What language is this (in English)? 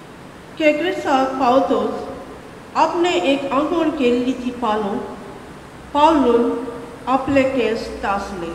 Konkani